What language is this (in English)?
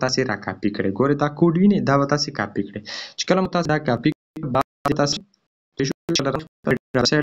Pashto